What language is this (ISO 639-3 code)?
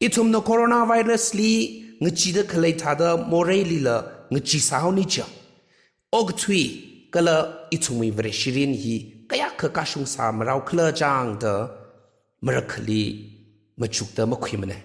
nmf